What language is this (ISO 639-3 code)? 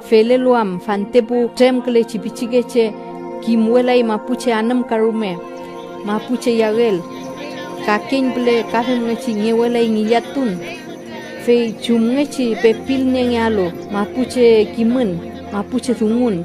arn